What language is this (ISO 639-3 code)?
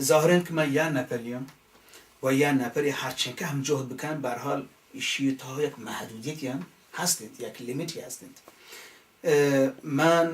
bal